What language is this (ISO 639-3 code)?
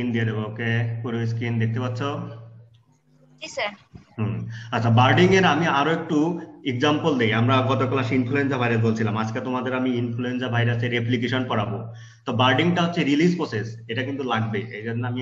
ben